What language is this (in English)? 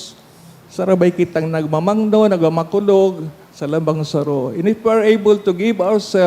Bikol